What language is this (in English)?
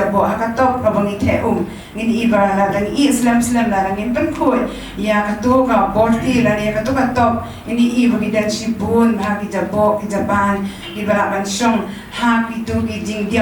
Khasi